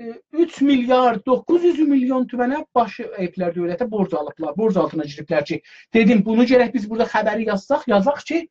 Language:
South Azerbaijani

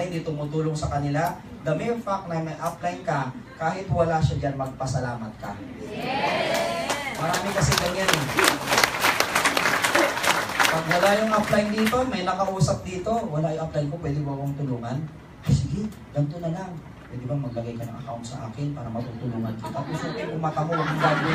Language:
Filipino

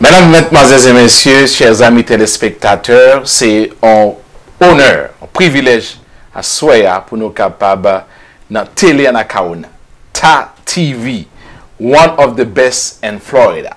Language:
Haitian Creole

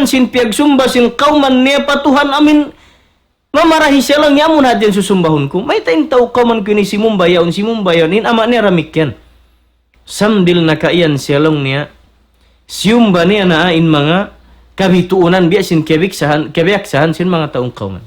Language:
Tausug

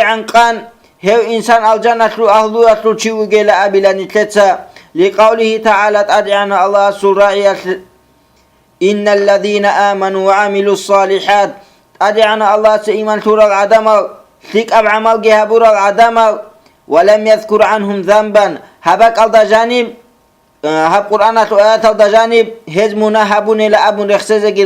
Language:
Avaric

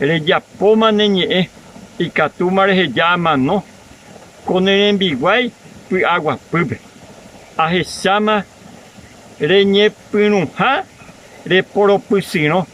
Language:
Guarani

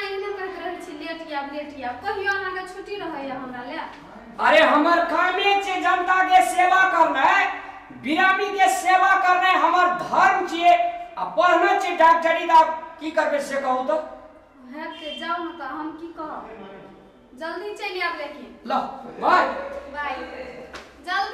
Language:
Maithili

